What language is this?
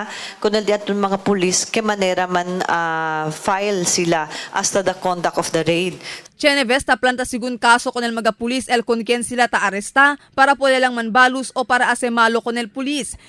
Chavacano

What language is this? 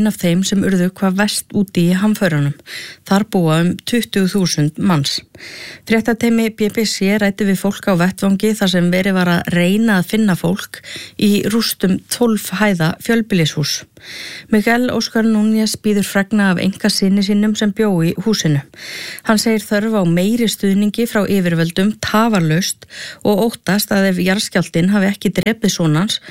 Icelandic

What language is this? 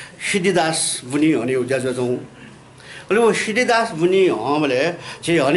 Newari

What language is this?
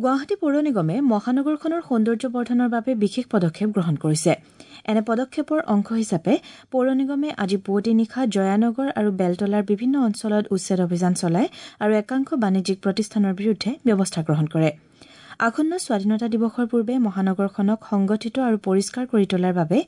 Assamese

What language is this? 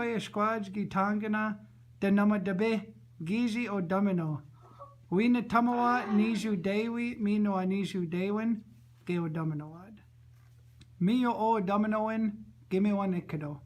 Chippewa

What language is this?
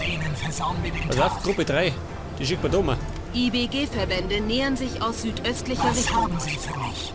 Bavarian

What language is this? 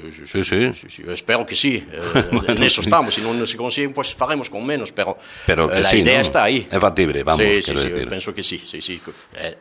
Galician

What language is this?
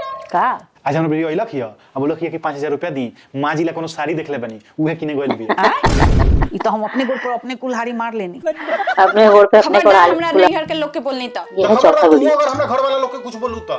Chhattisgarhi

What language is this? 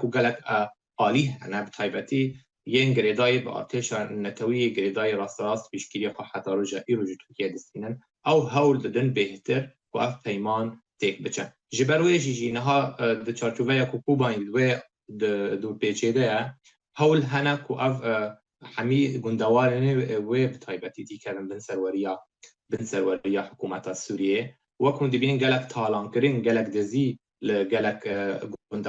Kurdish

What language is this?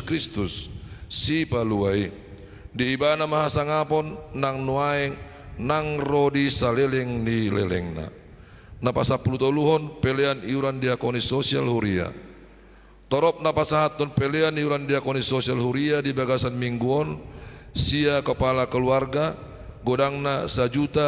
Batak Toba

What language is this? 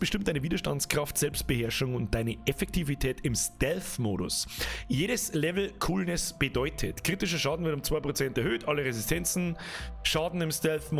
Bavarian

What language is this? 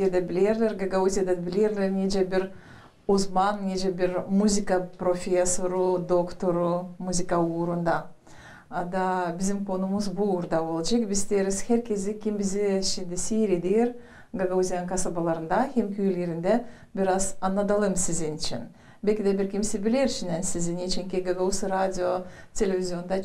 Gagauz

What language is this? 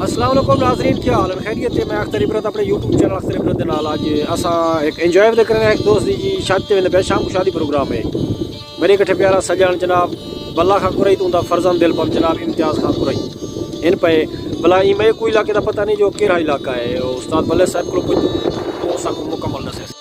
Saraiki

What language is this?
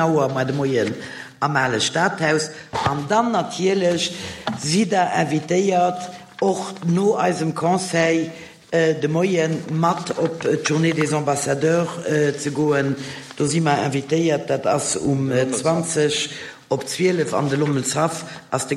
Luxembourgish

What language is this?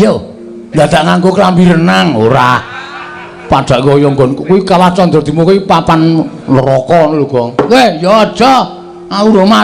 Javanese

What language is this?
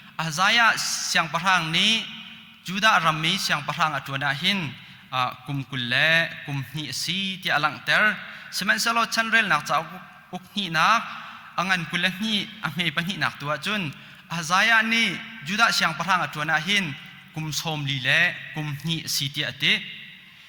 Hakha Chin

